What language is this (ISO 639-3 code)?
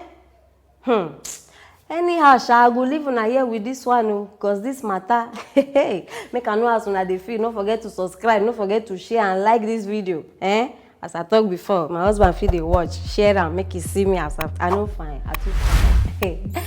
pcm